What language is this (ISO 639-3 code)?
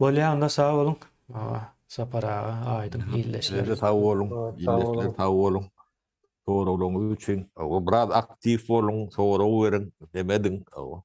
tuk